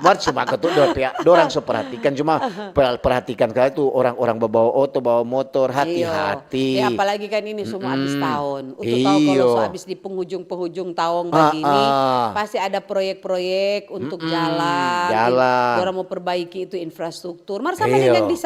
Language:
Manado Malay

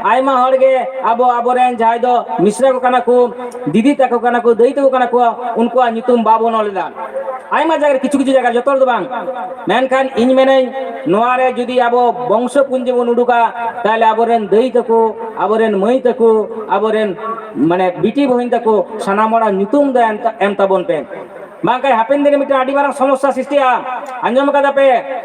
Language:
Santali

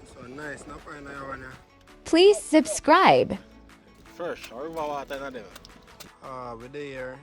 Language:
Jamaican Creole English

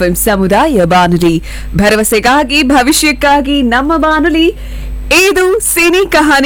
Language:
Kannada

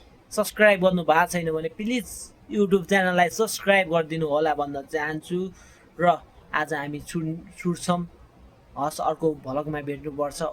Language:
Nepali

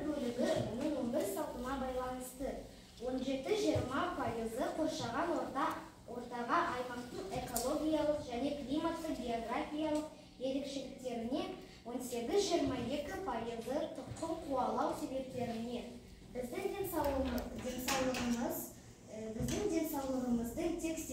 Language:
Kazakh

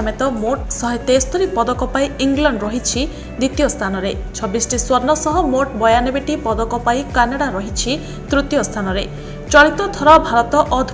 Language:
Odia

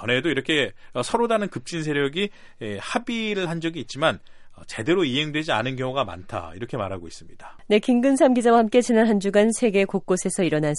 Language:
Korean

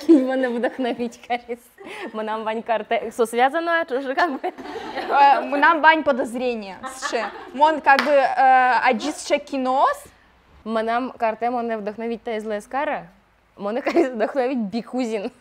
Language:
Udmurt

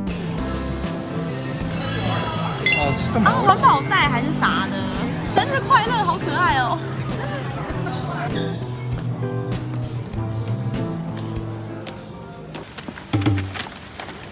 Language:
Chinese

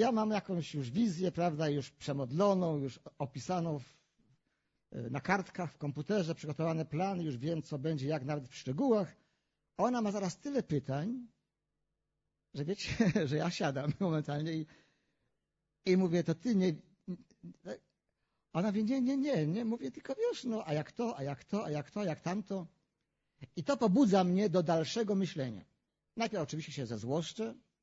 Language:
Polish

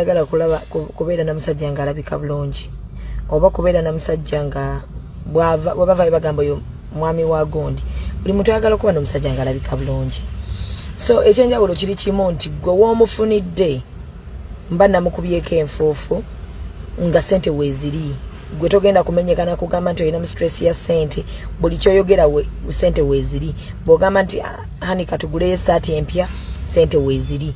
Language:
Ganda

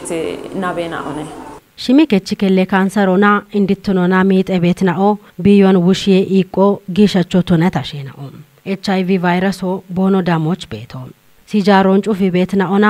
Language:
Kafa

